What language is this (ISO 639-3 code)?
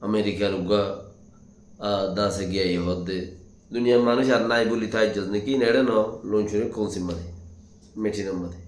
rhg